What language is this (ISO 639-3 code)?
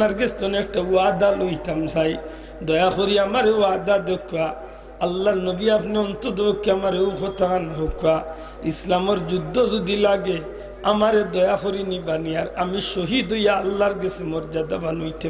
syl